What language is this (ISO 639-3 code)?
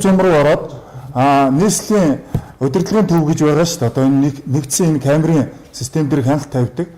mon